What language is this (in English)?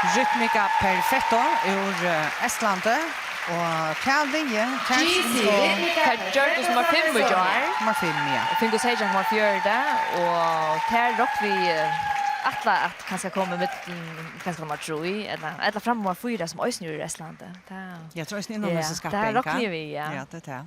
Faroese